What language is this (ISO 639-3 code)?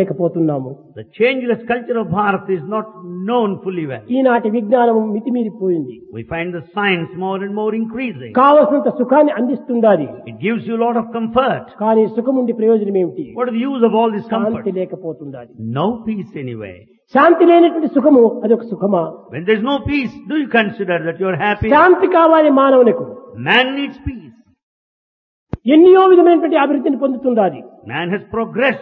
tel